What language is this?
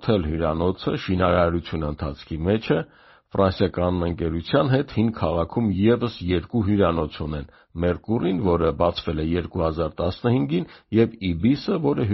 Armenian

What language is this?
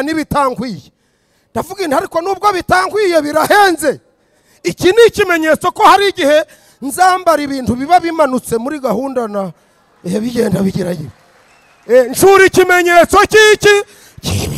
Kinyarwanda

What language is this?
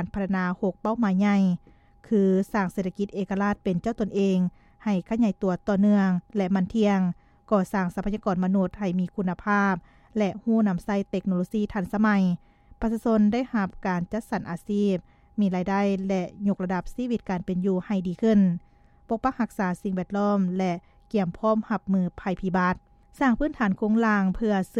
Lao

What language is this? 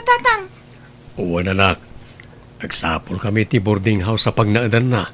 Iloko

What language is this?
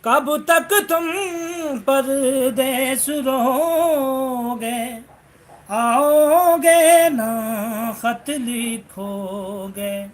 Saraiki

